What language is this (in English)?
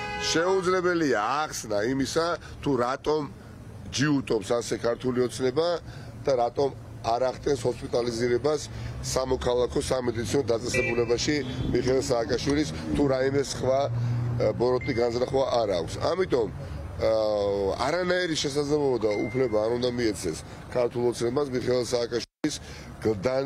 Georgian